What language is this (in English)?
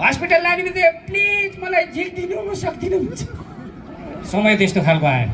Nepali